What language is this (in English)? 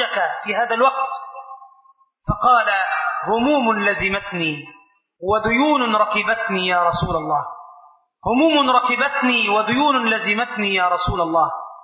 Arabic